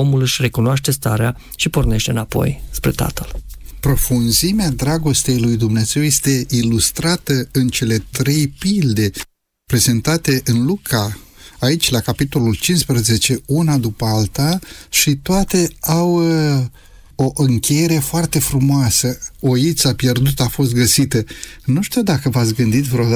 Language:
Romanian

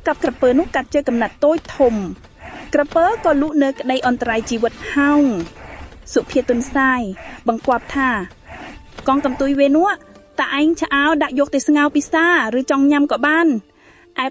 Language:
Khmer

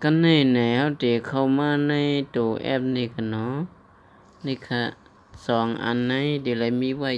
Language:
Shan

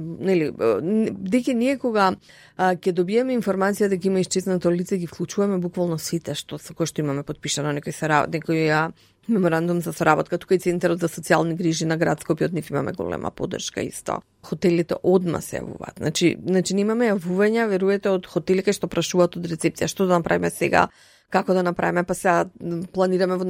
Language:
Macedonian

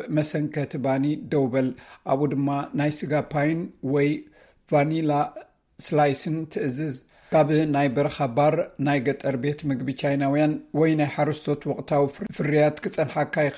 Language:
Tigrinya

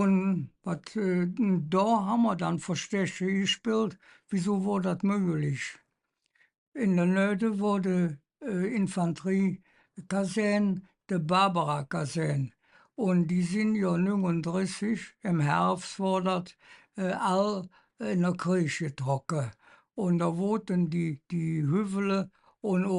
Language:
Colognian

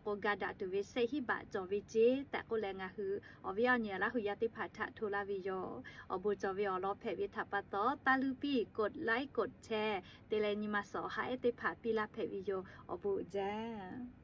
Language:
Lahu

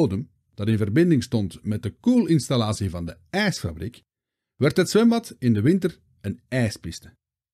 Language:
Dutch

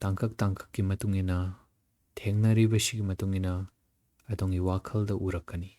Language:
Manipuri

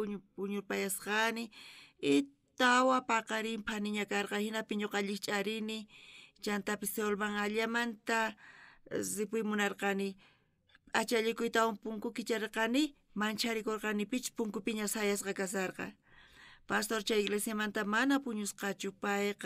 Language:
South Bolivian Quechua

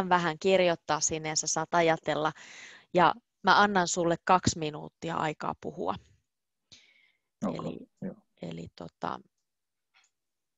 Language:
Finnish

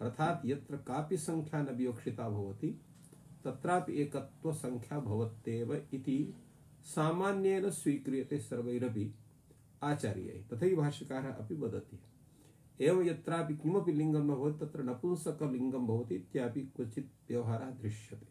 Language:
Sanskrit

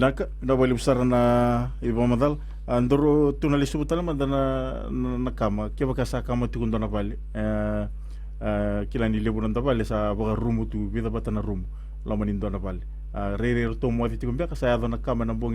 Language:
Fijian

